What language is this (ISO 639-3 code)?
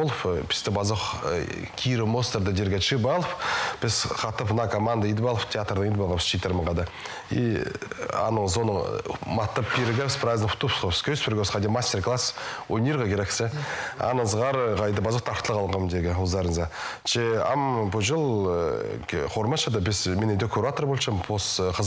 kjh